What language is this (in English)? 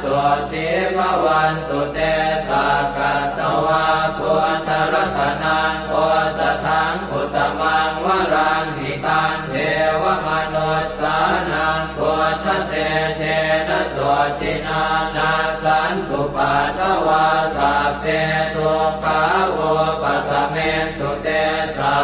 Pali